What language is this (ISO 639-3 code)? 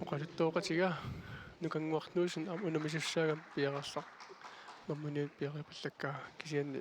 kal